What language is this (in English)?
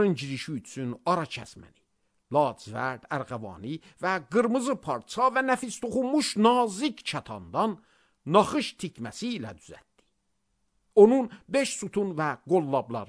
Azerbaijani